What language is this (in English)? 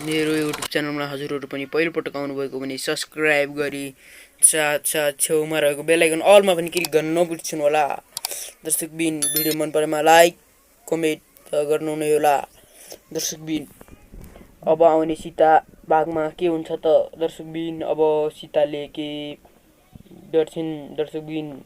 Nepali